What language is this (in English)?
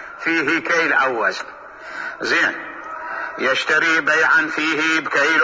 Mesopotamian Arabic